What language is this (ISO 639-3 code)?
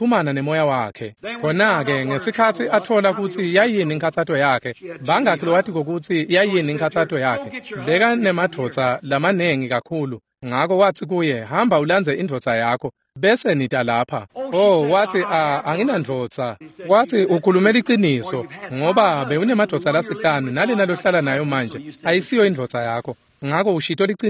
ssw